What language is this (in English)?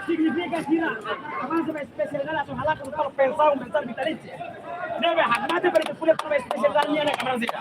Tetum